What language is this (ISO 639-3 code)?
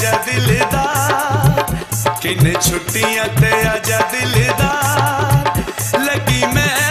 phr